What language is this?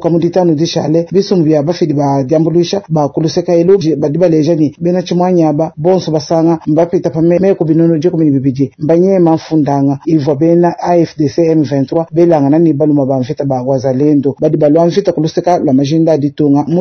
Luba-Lulua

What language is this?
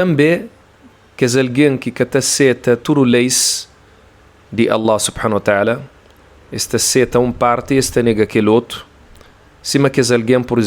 Kabuverdianu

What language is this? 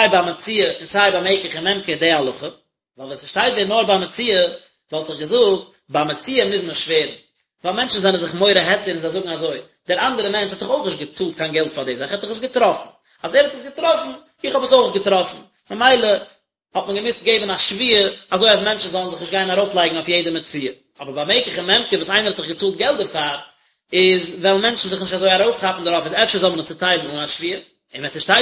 Yiddish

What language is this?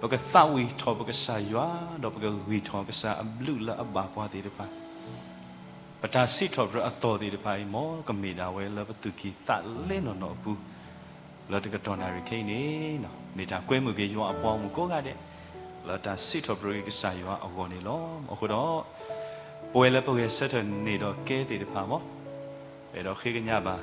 S'gaw Karen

